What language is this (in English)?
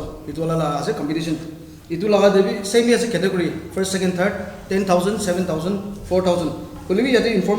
Naga Pidgin